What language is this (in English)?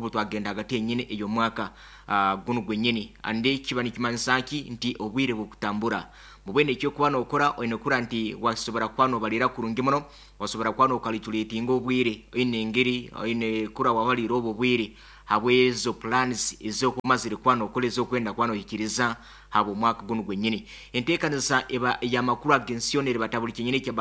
Nyoro